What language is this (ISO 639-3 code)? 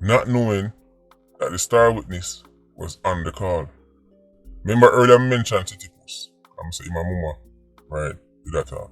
jam